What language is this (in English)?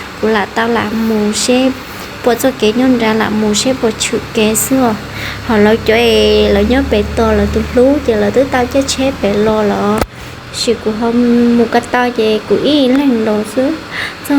Hmong